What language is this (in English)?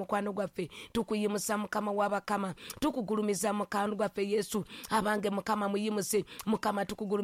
Ganda